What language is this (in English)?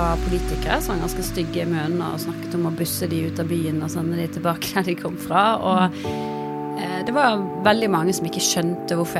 Norwegian